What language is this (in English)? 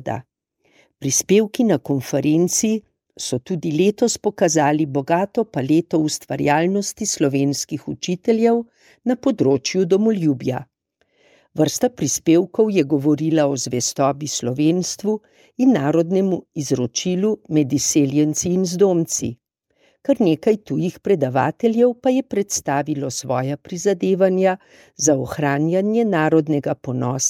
Slovenian